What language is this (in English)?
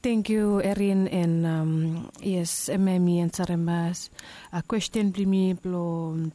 Bislama